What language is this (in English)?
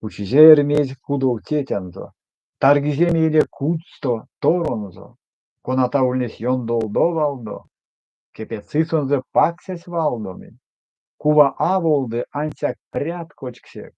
Erzya